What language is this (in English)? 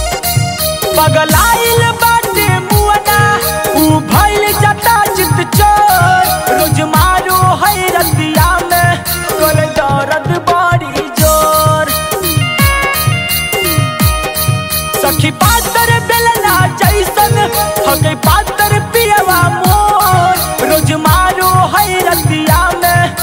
Bhojpuri